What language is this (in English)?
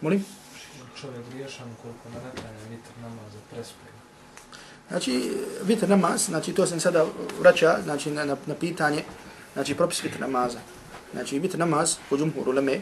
Bosnian